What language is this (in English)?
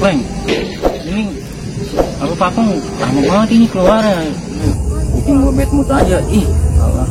Betawi